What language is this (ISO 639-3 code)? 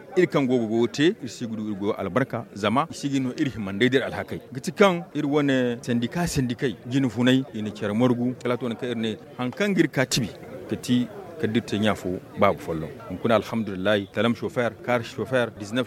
dje